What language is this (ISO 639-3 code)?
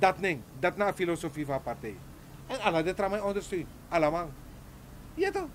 srn